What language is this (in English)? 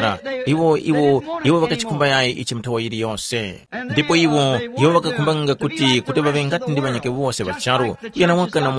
Tumbuka